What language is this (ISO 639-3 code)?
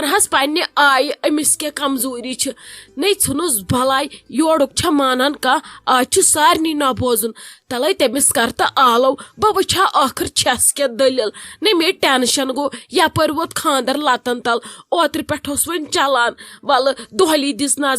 kas